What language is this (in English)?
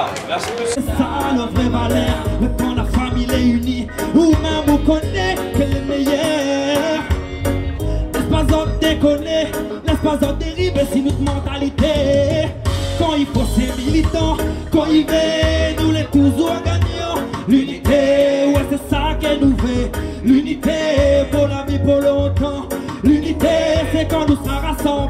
French